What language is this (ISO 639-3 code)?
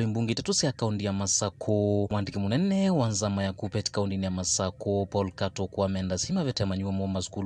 kam